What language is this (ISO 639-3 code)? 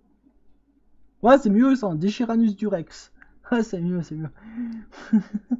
fra